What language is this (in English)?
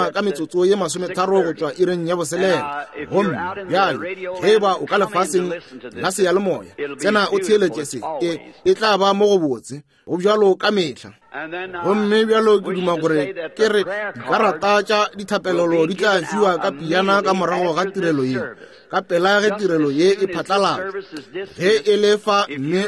Northern Sotho